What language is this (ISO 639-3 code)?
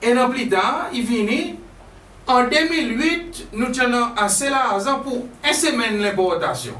crs